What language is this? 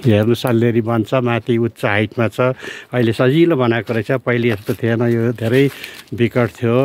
Nepali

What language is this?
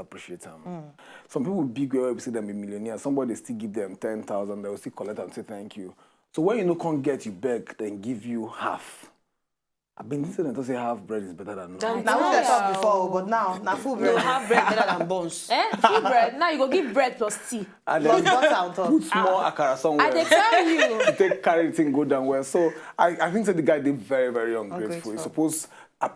Nigerian Pidgin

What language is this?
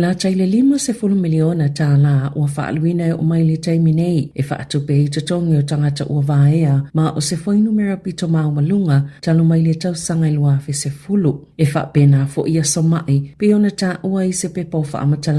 Samoan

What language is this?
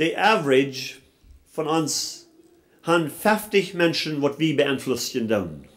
Plautdietsch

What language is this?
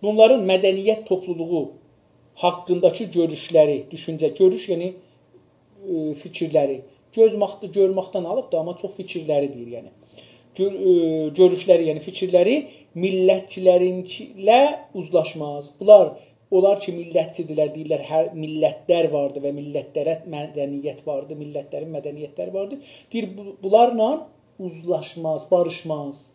South Azerbaijani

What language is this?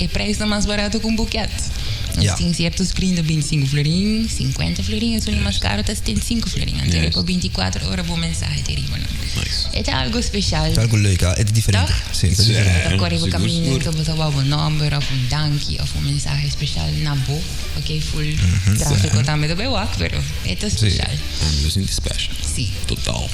Papiamento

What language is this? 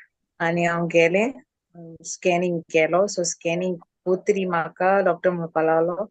Konkani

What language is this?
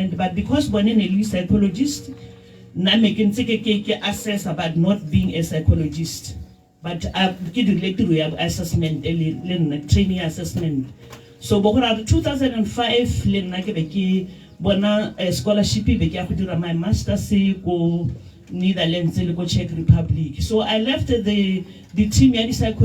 Tswana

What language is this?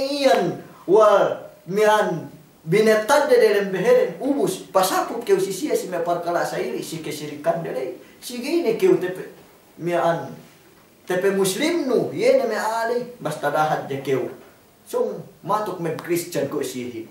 Yakan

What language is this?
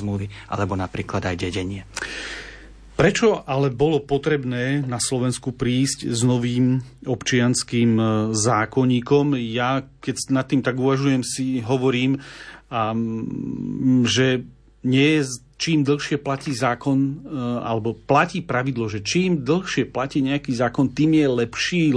Slovak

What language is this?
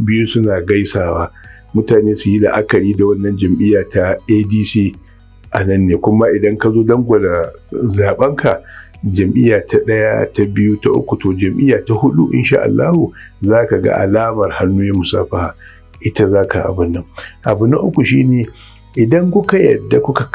Hausa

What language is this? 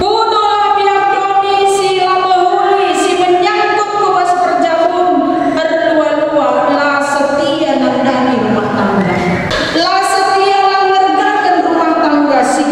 Batak Karo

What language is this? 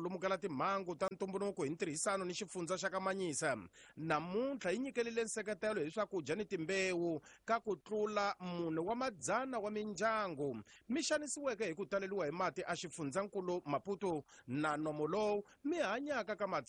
Tsonga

